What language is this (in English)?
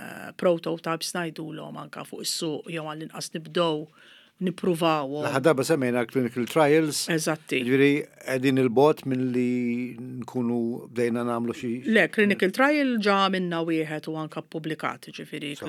Maltese